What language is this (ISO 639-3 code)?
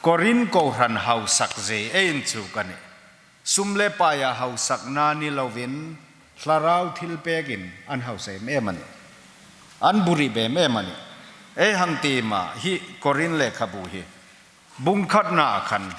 hmr